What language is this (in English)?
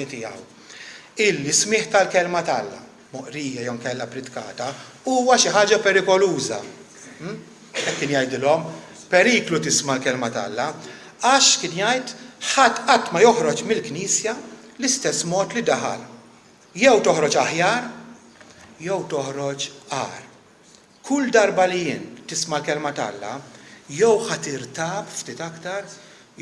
Maltese